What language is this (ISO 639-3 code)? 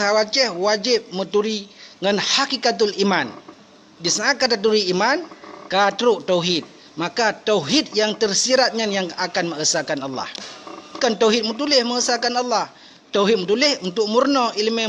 ace